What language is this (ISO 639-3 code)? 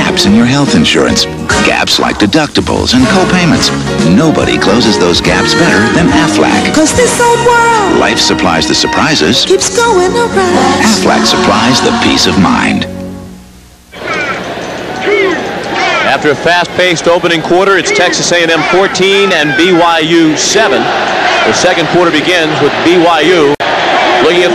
eng